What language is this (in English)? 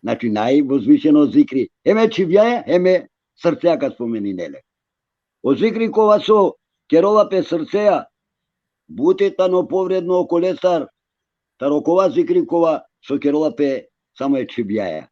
Balkan Romani